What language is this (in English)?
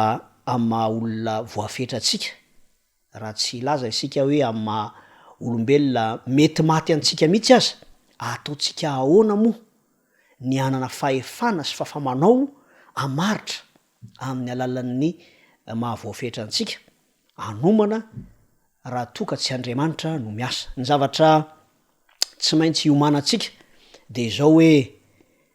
Malagasy